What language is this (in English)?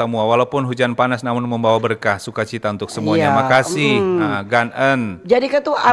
Manado Malay